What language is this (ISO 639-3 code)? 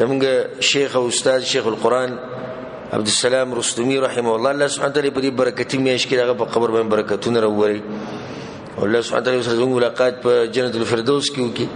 pus